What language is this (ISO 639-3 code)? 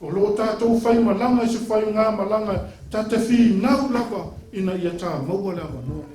smo